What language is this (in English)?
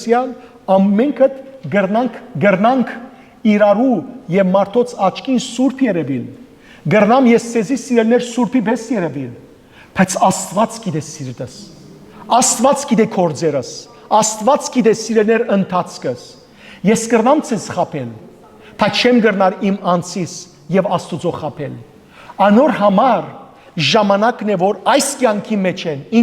Western Armenian